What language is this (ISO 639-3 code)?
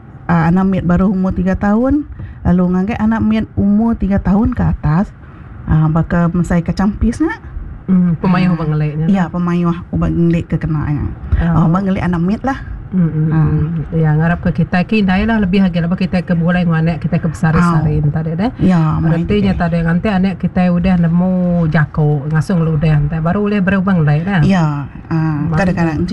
iba